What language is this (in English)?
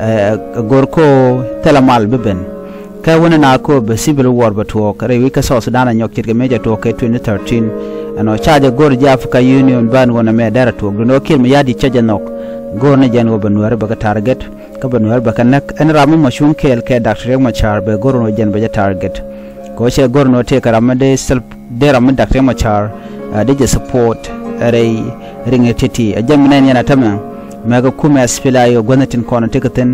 Nuer